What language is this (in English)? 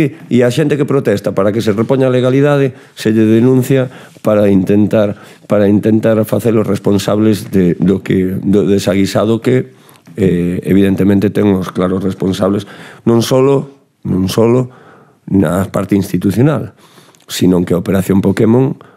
Galician